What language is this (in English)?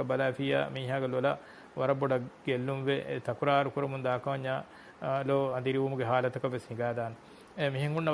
Divehi